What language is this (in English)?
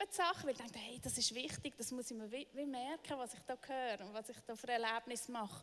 Swiss German